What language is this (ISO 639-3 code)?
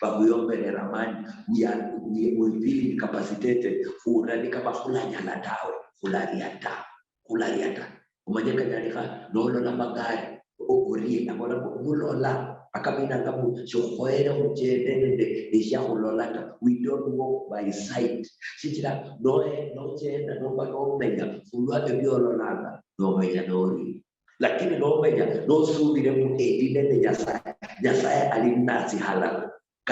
luy